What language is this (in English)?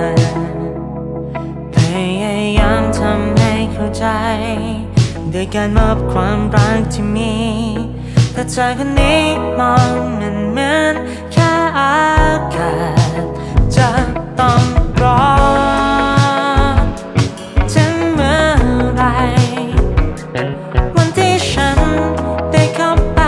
Thai